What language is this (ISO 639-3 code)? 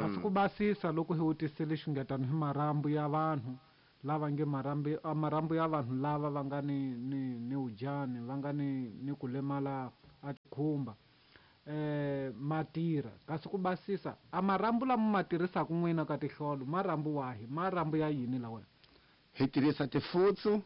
tso